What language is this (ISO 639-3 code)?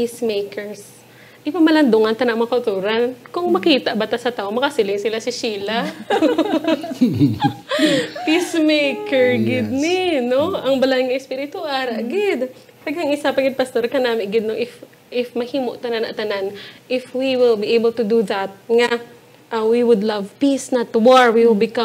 hil